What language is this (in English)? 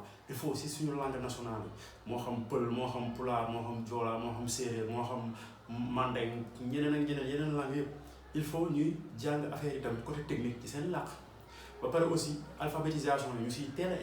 Wolof